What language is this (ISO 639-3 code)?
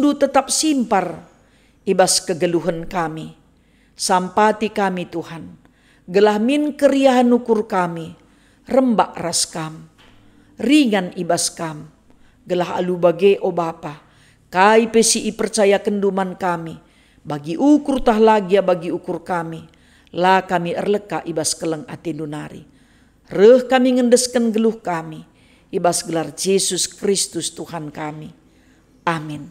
btx